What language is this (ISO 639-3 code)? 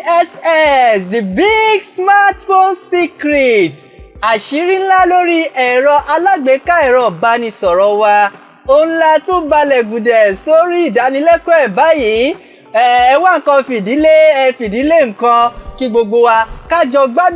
yor